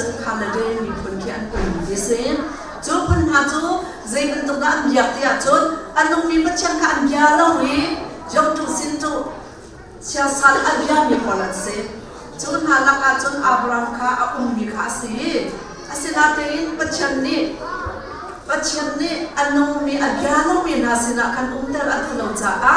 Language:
Hakha Chin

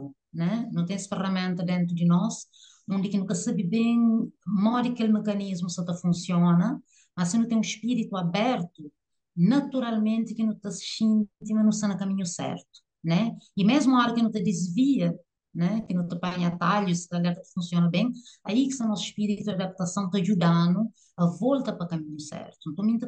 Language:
Kabuverdianu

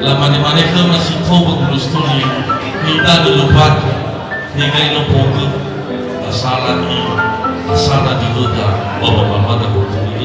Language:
Nias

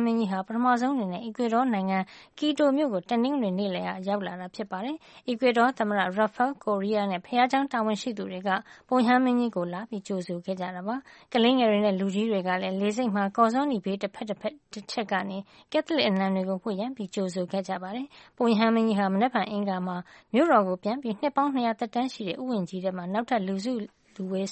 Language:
Burmese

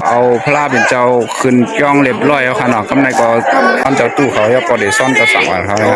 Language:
Shan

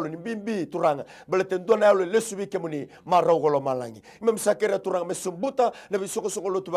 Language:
Fijian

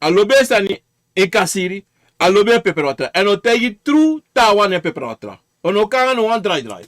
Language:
Sranan Tongo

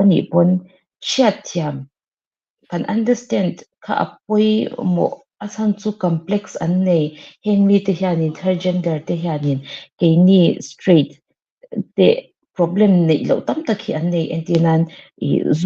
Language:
Mizo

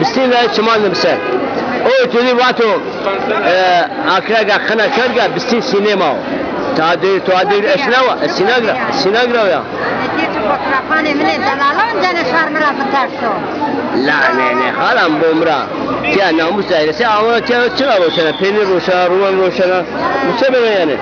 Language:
Zaza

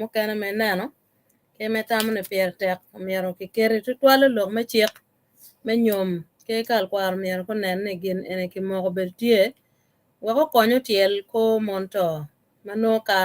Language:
Acoli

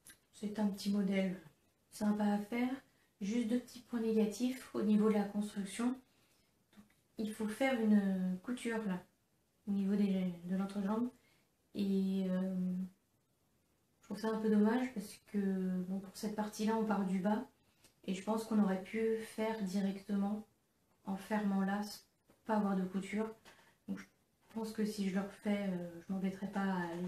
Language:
French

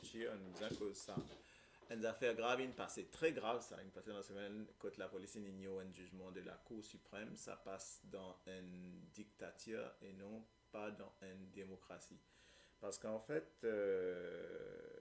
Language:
Morisyen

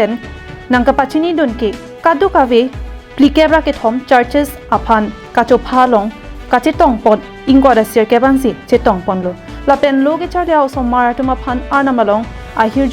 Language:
Karbi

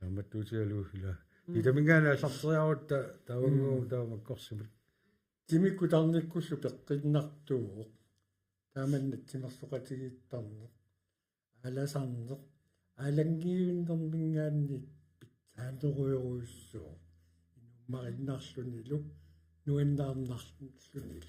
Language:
Kalaallisut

